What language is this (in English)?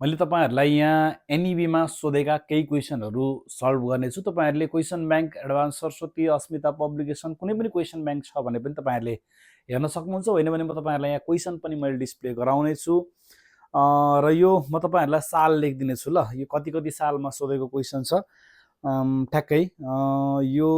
Nepali